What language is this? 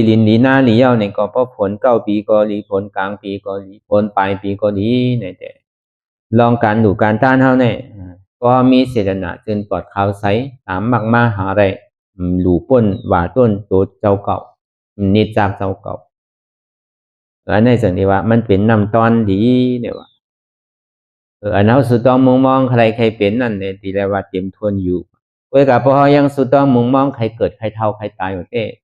Shan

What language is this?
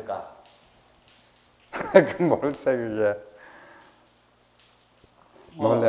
Korean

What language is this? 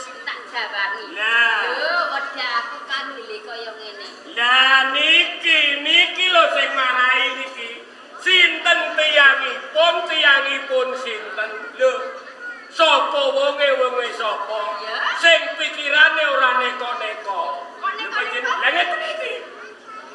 Javanese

